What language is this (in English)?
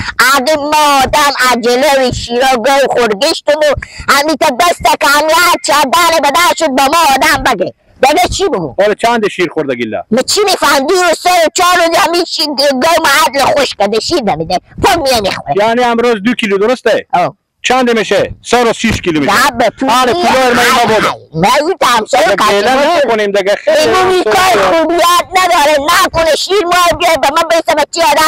Persian